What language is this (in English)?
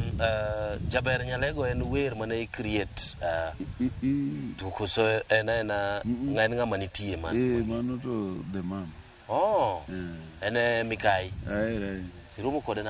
Luo (Kenya and Tanzania)